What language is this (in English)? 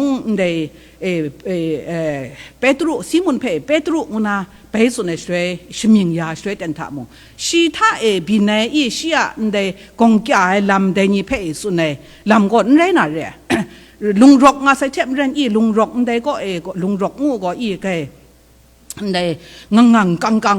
Kachin